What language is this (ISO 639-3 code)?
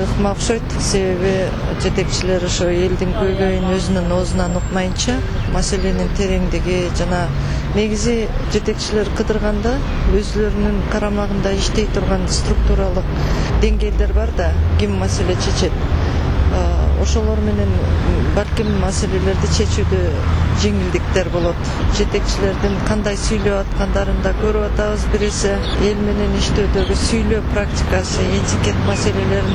kir